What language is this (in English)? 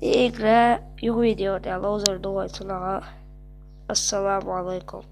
Chechen